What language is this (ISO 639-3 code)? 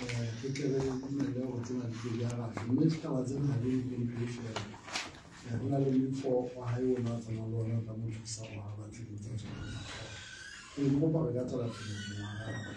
sot